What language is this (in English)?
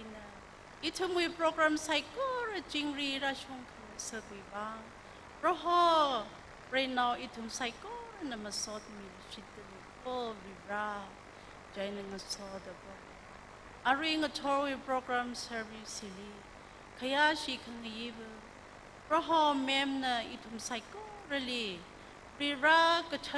Tangkhul Naga (India)